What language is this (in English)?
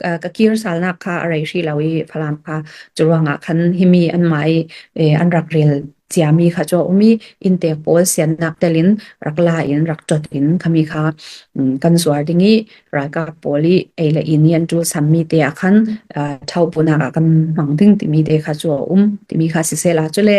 Hakha Chin